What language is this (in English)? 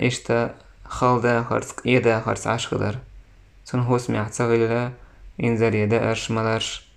Chechen